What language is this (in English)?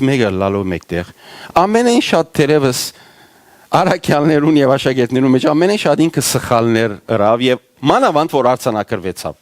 Western Armenian